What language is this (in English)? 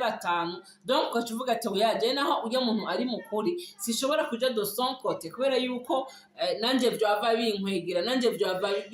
Rundi